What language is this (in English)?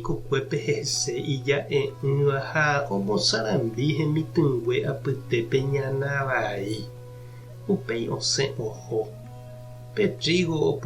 Guarani